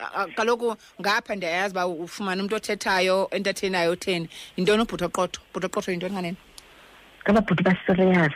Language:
Xhosa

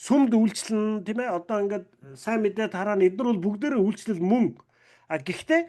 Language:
Mongolian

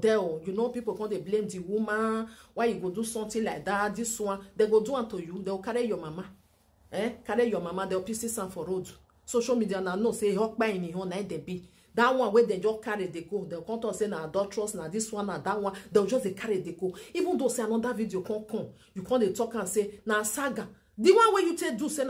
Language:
Nigerian Pidgin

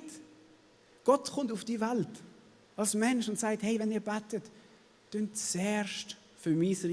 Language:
Swiss German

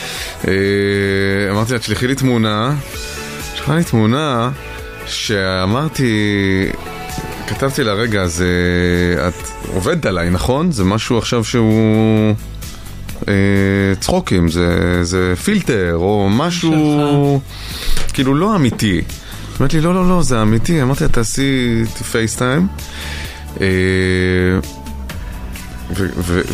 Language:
Hebrew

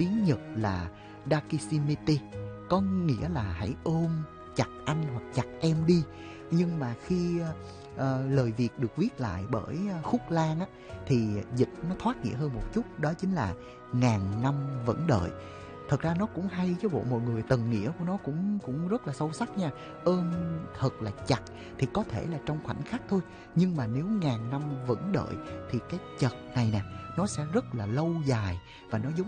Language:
Vietnamese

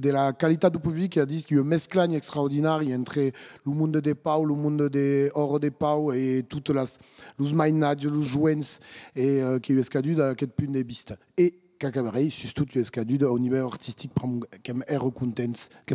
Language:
Occitan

